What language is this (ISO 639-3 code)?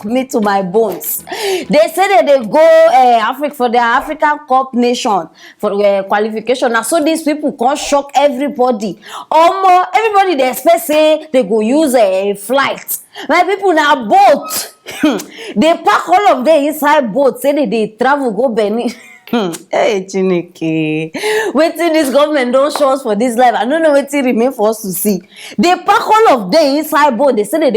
pcm